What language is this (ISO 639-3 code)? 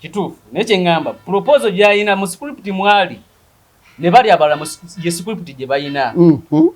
lug